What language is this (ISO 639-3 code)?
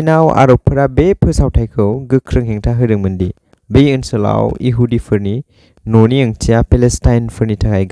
brx